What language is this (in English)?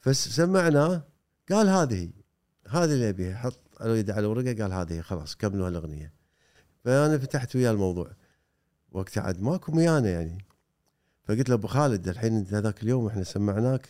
Gulf Arabic